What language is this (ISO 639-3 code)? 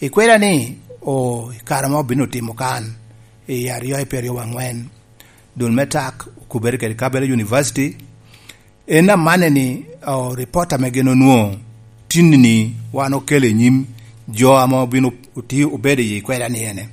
laj